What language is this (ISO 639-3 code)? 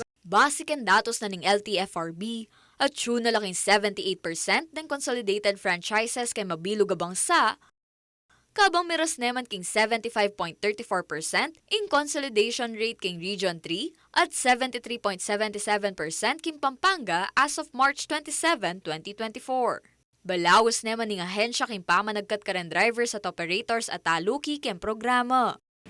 pam